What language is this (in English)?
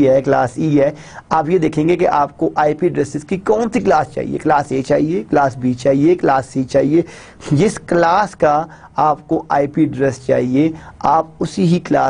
Urdu